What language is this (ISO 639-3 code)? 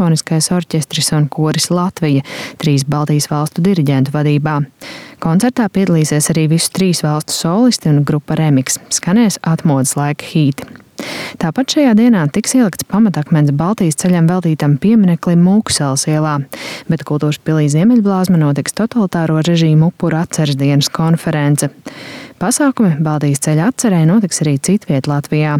lav